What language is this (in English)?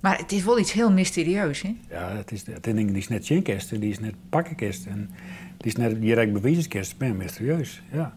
Western Frisian